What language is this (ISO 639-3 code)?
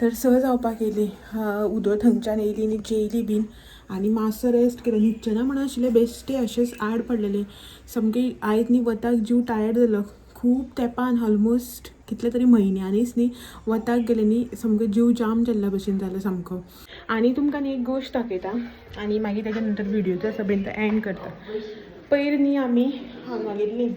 kok